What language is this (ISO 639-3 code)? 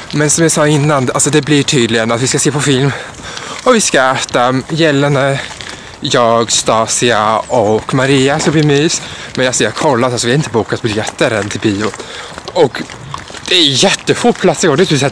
swe